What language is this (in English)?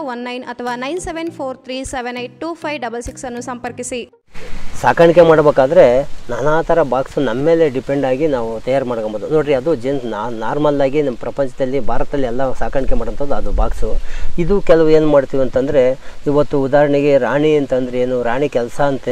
Kannada